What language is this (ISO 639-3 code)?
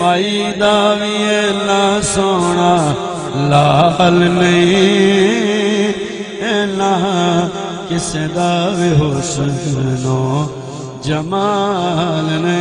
skr